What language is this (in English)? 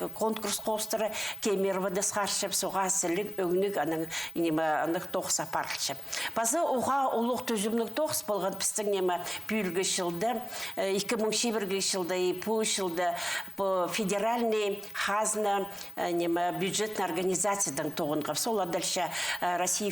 Khakas